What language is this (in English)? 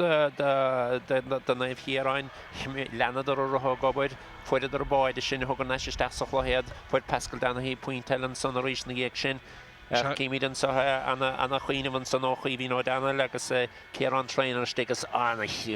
Irish